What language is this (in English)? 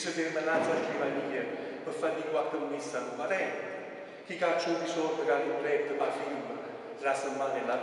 Neapolitan